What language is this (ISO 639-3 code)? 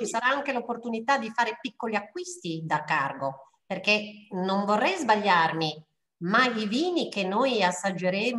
ita